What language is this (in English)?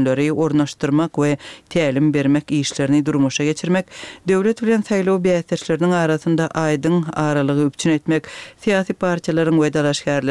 Turkmen